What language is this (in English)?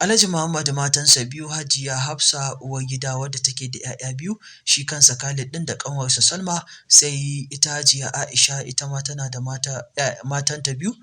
Hausa